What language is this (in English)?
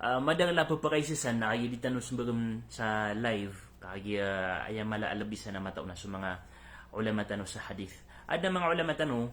Maranao